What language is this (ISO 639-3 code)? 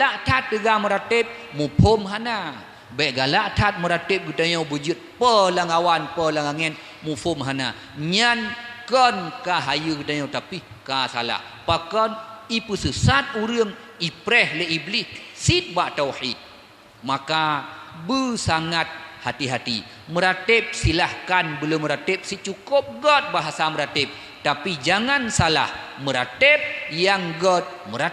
ace